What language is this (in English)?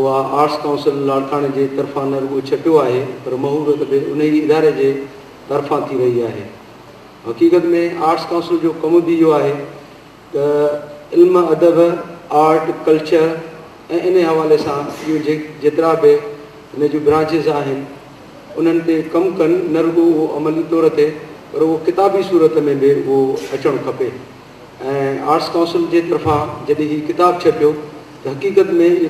Sindhi